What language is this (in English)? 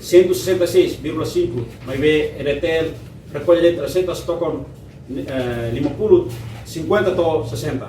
Tetum